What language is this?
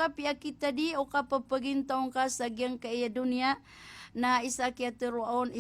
Maranao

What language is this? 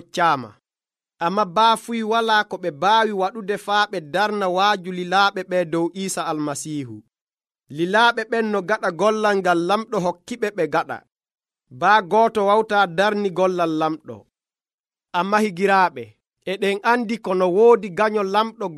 Nigerian Fulfulde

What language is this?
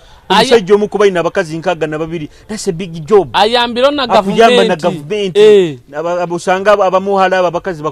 Nyoro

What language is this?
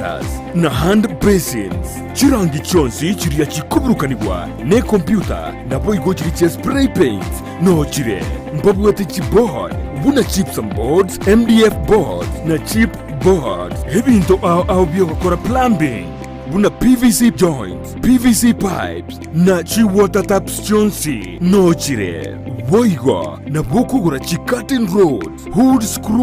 Gusii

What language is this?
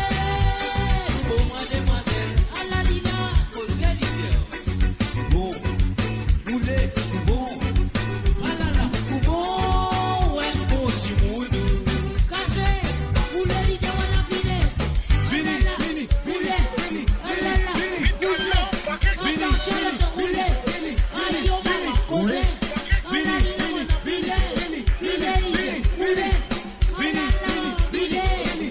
Morisyen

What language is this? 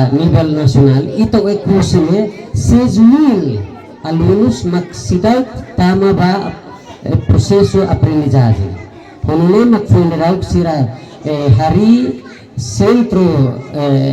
Tetum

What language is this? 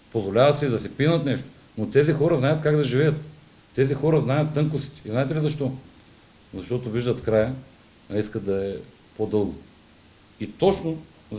Bulgarian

